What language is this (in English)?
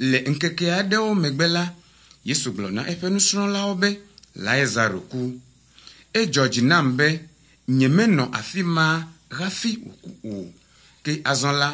Ewe